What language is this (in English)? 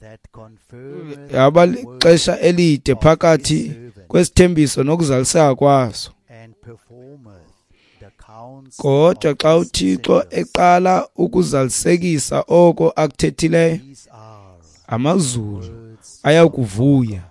Xhosa